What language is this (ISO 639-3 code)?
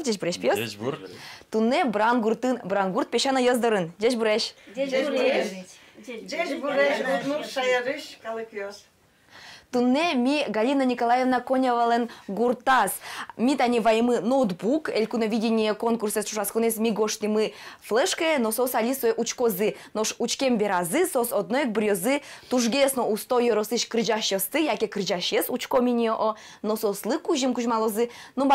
udm